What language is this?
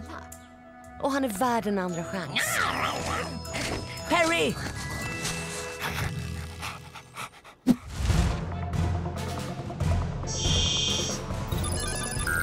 Swedish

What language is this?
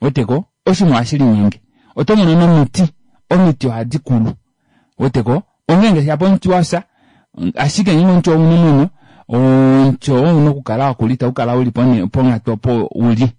Kuanyama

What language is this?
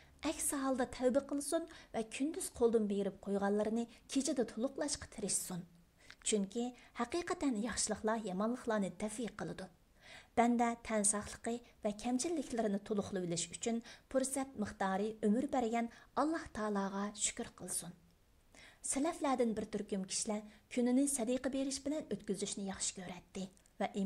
Uyghur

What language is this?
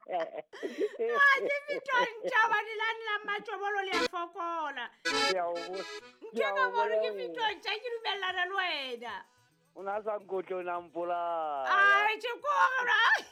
Southern Sotho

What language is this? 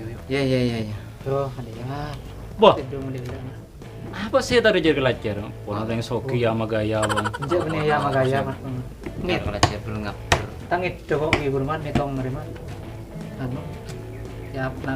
Madurese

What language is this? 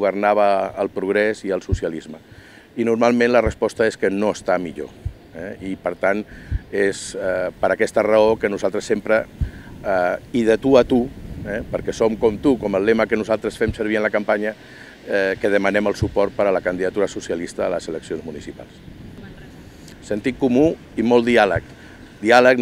Catalan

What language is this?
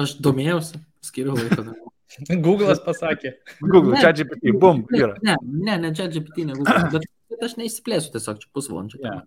Lithuanian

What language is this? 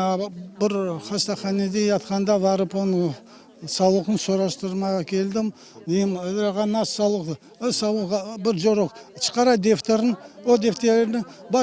Crimean Tatar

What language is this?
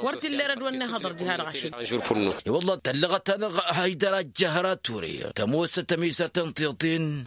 Tamasheq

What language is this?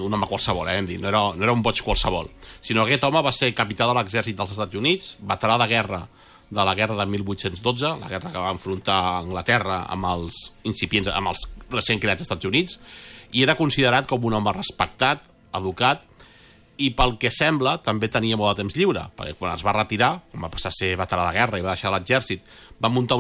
Catalan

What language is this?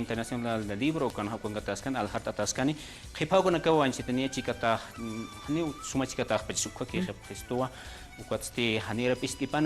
Aymara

